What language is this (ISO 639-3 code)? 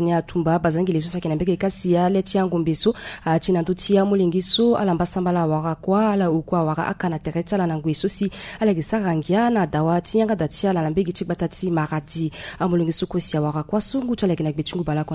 sag